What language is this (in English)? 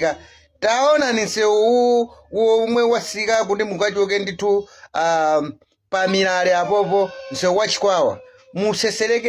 Nyanja